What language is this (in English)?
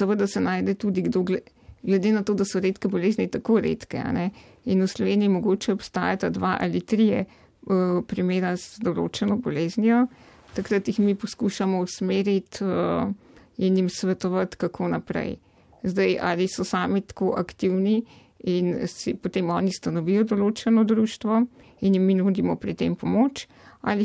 Slovenian